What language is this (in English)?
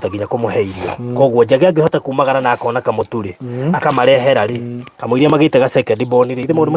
Kikuyu